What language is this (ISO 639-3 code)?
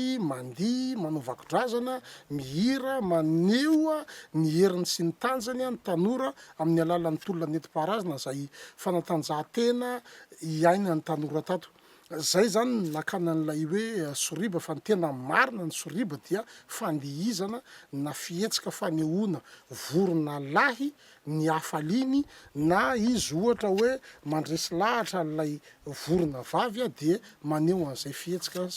mlg